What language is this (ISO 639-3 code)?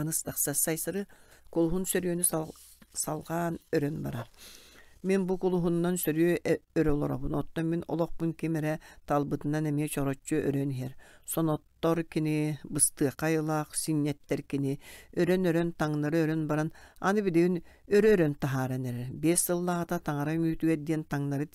sah